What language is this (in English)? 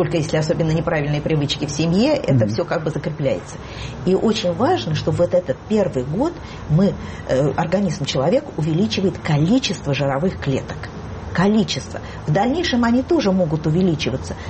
Russian